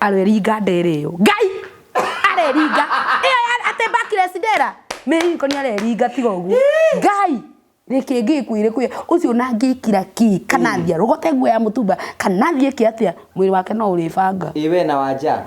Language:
Kikuyu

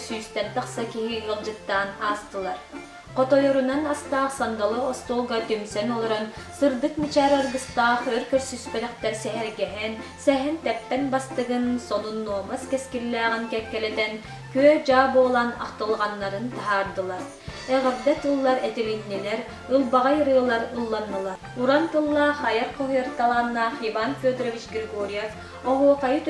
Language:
Yakut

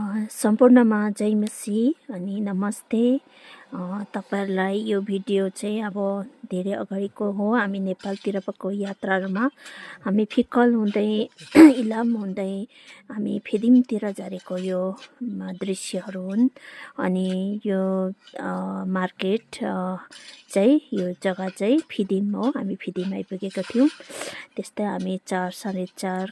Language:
Nepali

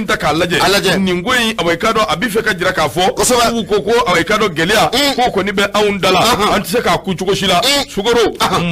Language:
Bambara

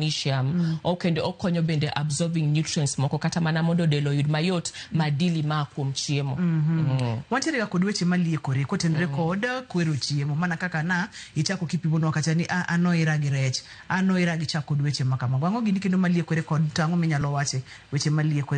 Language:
Luo (Kenya and Tanzania)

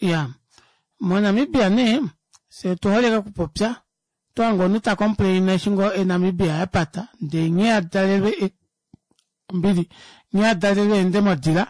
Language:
Kuanyama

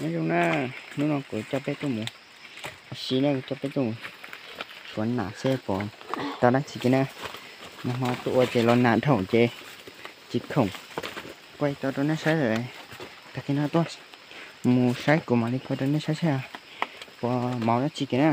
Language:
Hmong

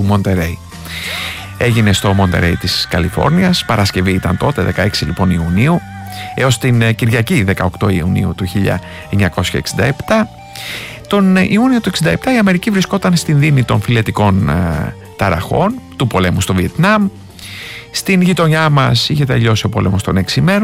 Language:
Greek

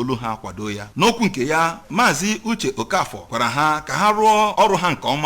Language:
Igbo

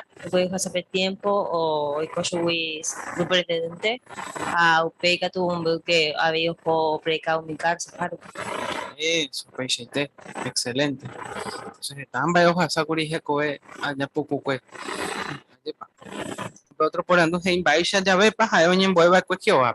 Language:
Guarani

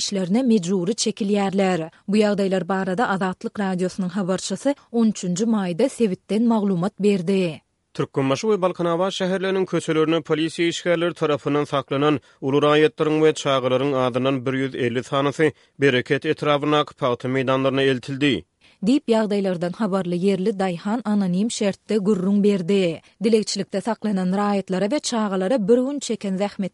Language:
Turkmen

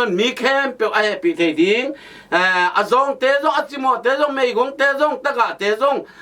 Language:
Tedim Chin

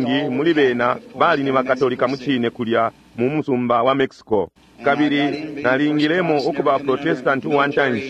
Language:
Bemba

